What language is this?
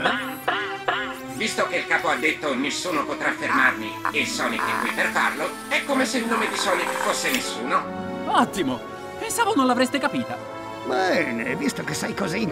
Italian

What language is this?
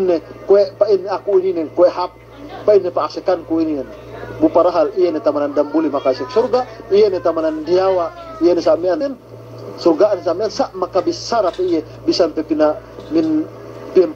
Yakan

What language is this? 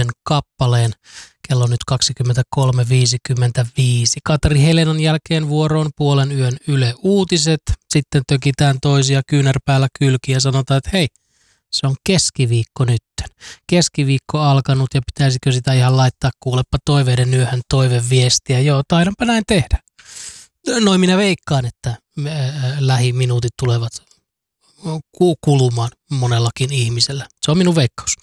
Finnish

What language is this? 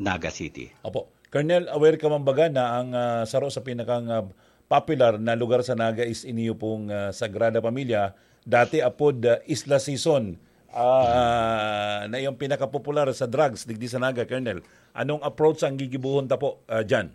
Bikol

